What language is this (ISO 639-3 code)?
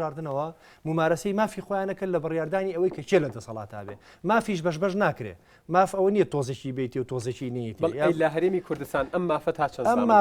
ckb